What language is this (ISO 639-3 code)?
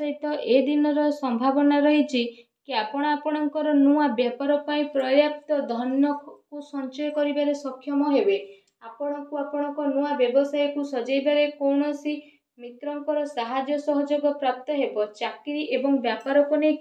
ori